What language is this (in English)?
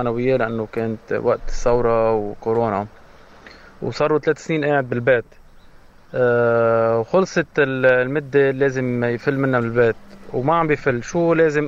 North Levantine Arabic